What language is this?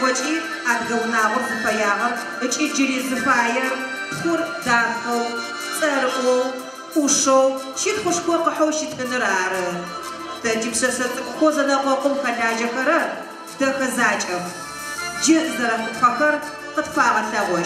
Adyghe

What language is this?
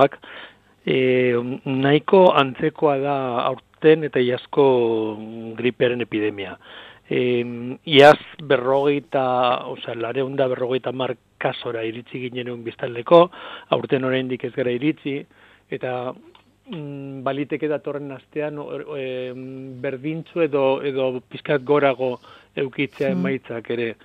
Basque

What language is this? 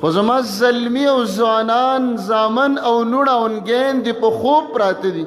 Pashto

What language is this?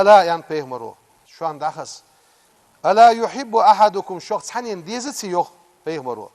Ingush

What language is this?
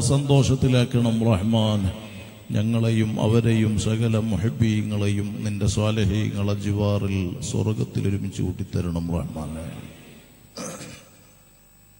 Malayalam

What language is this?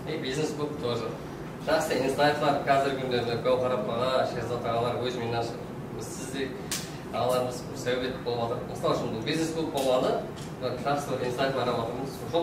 Kara-Kalpak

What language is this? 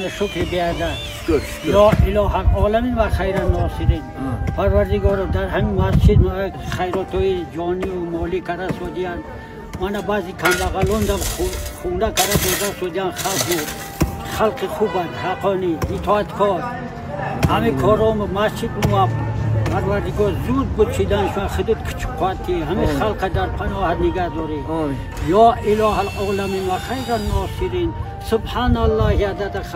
Tajik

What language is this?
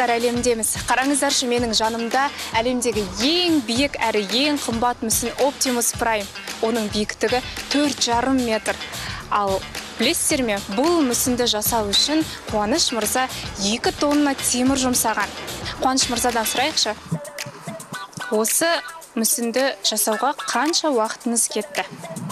Kazakh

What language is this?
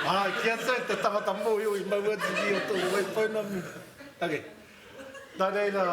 Māori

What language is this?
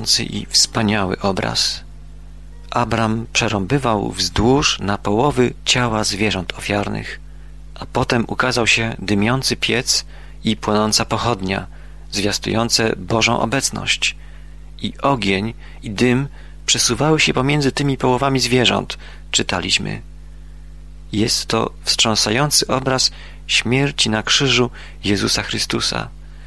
Polish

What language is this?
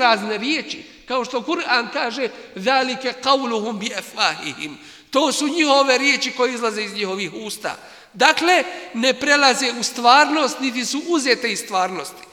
Bosnian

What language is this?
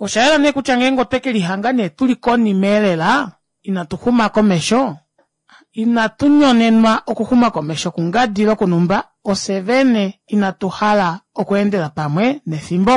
Kuanyama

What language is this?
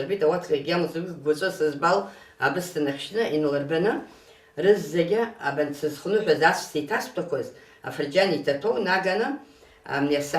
Abkhazian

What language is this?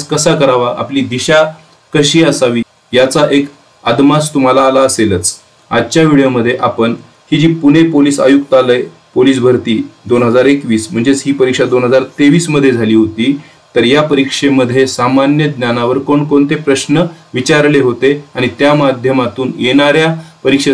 Marathi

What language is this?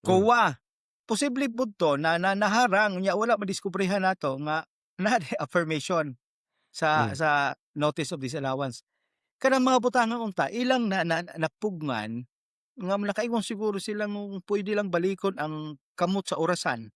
Cebuano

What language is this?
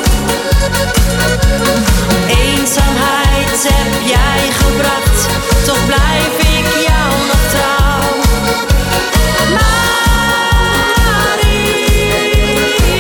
Dutch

